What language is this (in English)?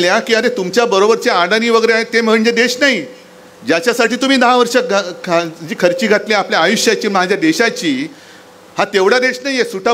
Marathi